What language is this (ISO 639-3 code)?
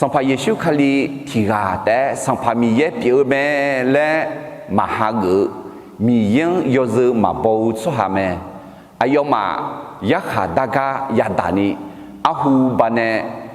ahk